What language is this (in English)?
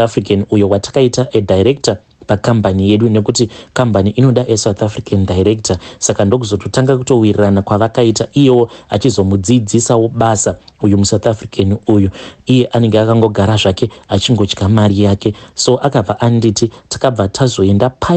Shona